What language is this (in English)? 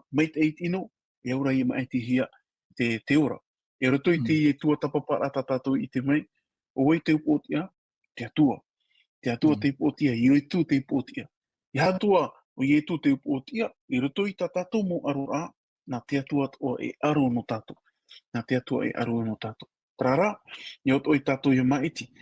Tahitian